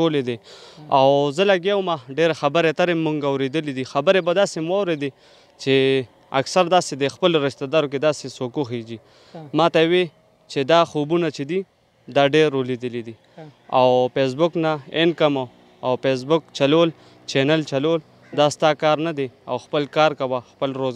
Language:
Pashto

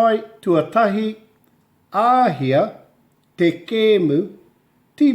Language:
Māori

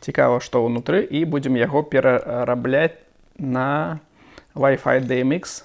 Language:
Belarusian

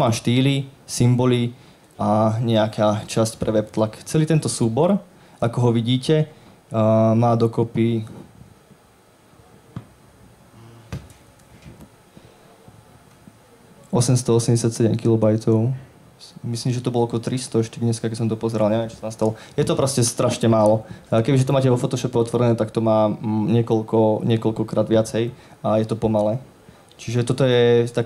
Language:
Slovak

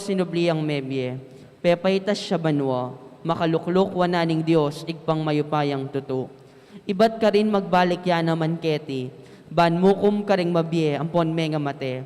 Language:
Pampanga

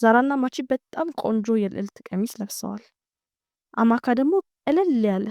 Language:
Amharic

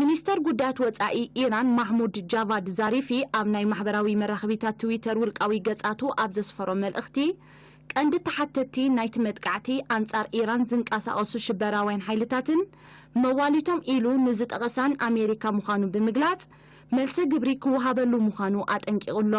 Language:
Tigrinya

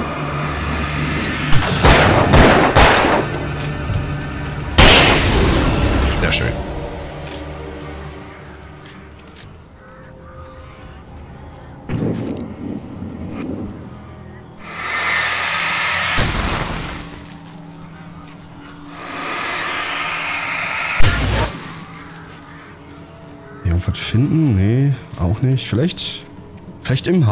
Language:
German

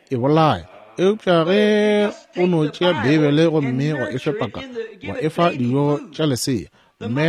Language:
Northern Sotho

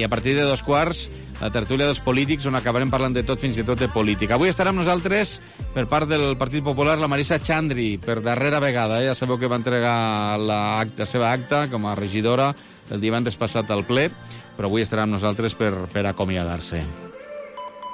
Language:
Catalan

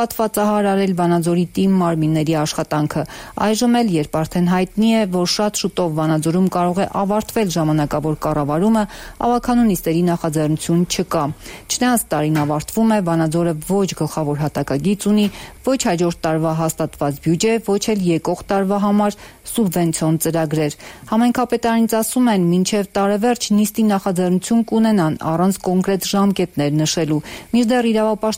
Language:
Armenian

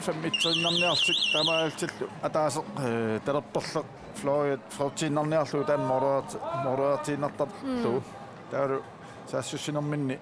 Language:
Kalaallisut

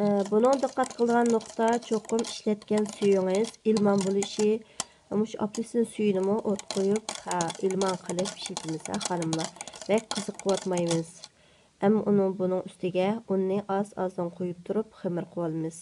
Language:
Uyghur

